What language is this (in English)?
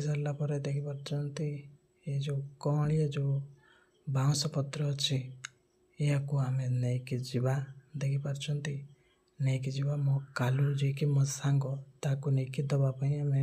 Odia